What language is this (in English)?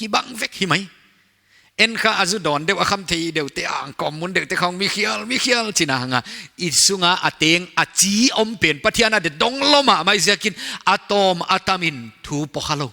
Paite Chin